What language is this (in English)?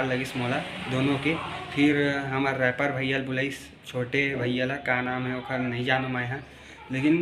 Chhattisgarhi